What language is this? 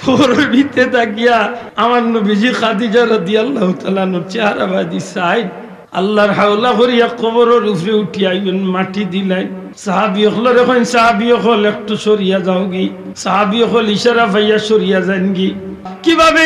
Sylheti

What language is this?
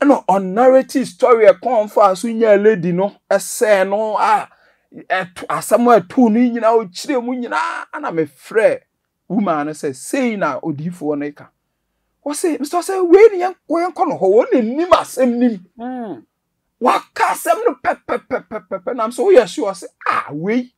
Akan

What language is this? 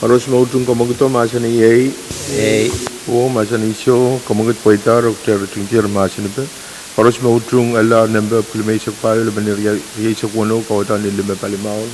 Pohnpeian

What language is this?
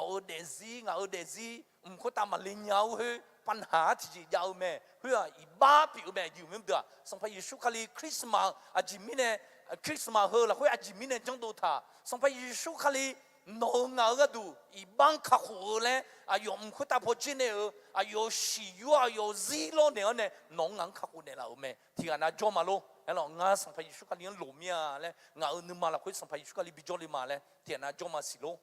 Akha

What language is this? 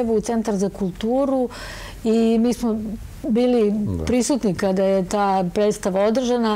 Serbian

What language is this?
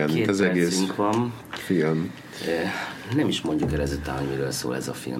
Hungarian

